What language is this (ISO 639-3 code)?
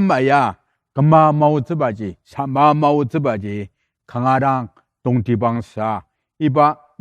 njo